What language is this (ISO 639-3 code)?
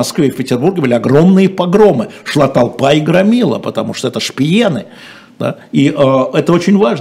rus